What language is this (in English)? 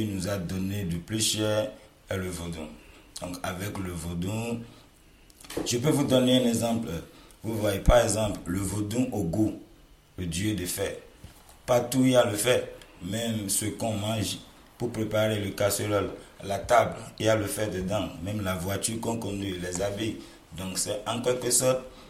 French